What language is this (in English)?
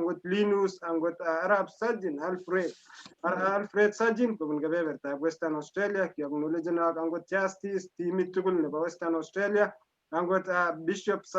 Kalenjin